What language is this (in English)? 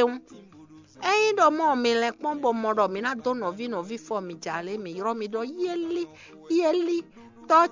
Fon